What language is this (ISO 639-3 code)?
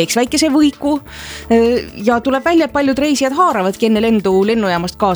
est